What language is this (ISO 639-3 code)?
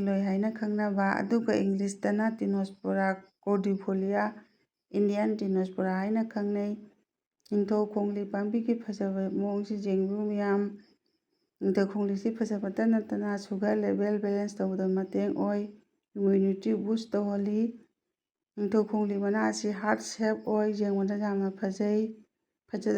mni